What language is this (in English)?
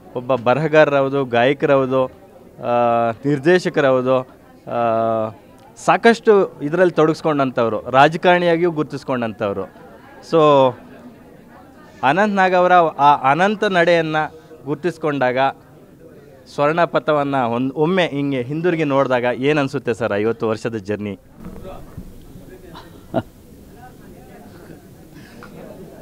Kannada